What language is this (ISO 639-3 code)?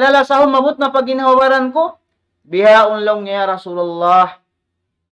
tsg